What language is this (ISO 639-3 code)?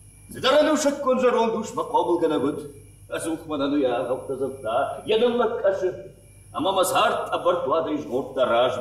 oss